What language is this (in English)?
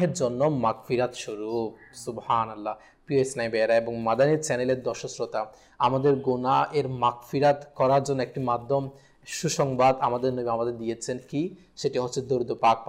Bangla